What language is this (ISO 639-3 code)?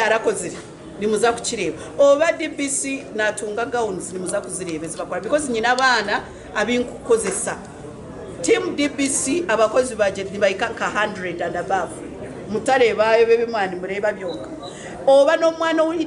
nyn